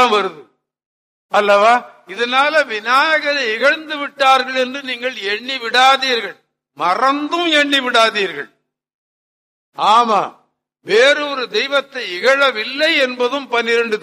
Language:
Tamil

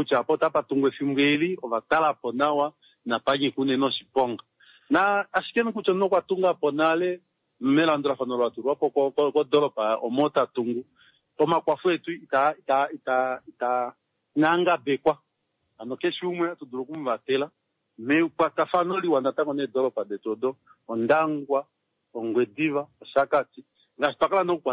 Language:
Kuanyama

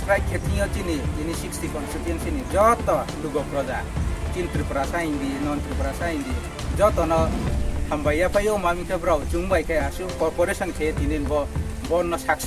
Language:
Riang (India)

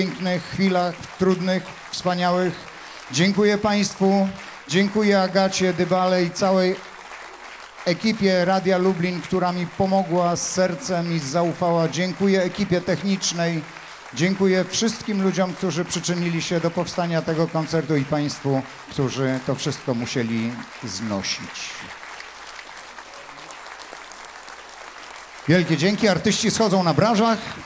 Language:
Polish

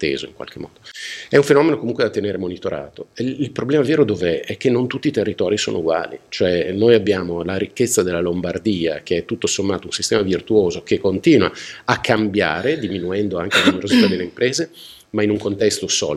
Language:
Italian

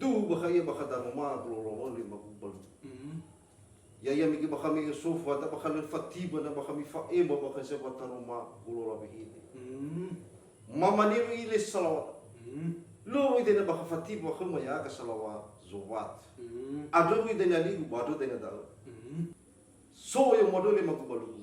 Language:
Nias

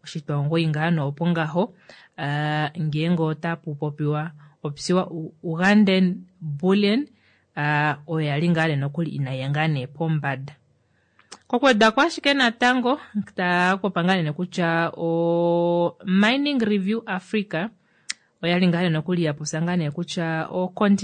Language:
Kuanyama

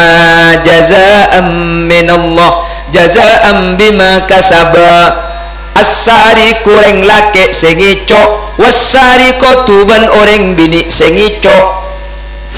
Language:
Madurese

